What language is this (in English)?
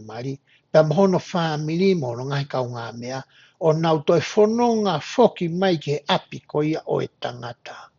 Tongan